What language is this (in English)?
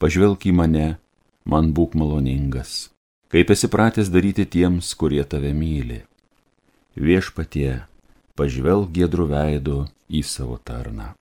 Lithuanian